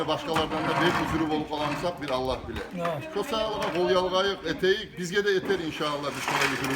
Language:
Kumyk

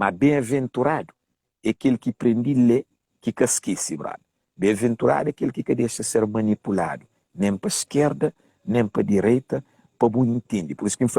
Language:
Kabuverdianu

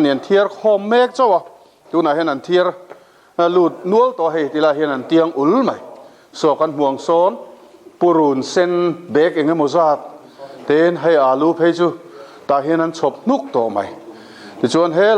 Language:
Mizo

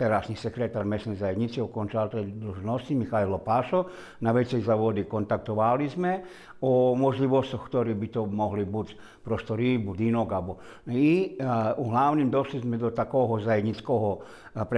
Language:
Rusyn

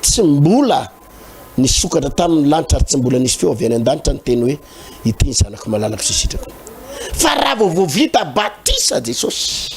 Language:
Malagasy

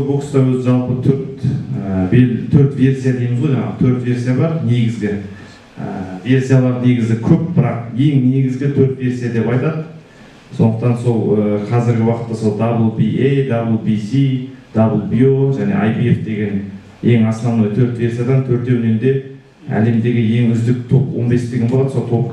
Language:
Kazakh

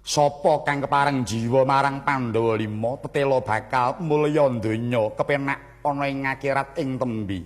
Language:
Javanese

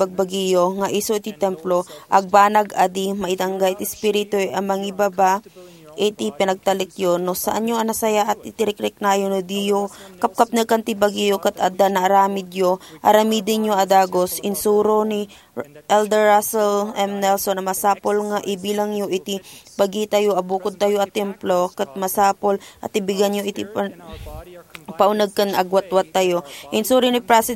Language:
Iloko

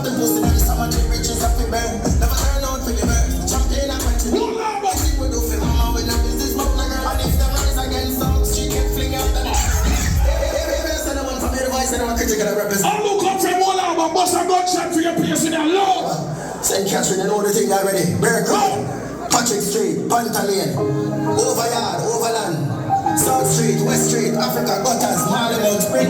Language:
Jamaican Creole English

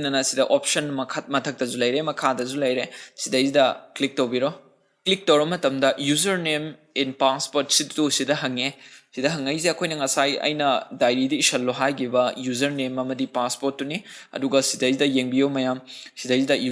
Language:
Manipuri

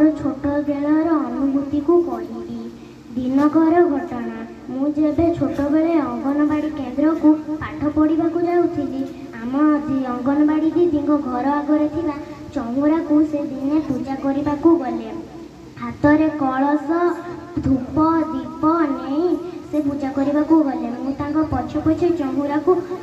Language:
Odia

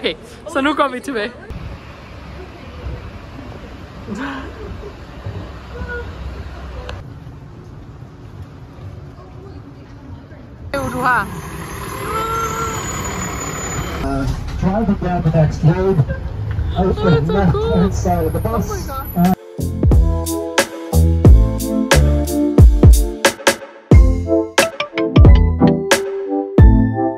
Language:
Danish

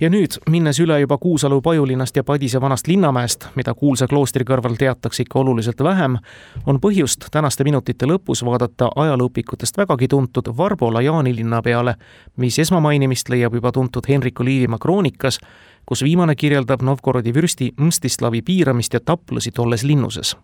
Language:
Estonian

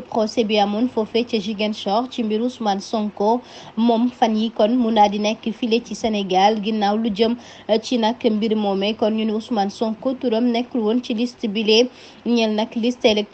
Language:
Wolof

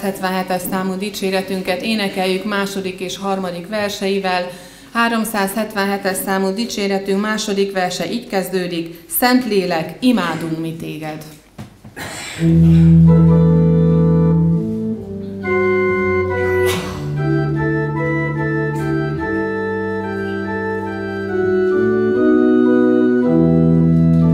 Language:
Hungarian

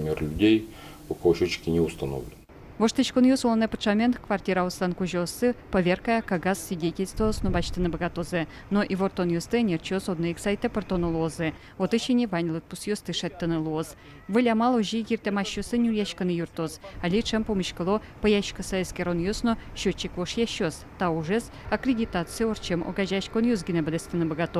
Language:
Udmurt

